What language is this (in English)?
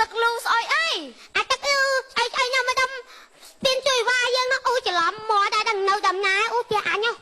Khmer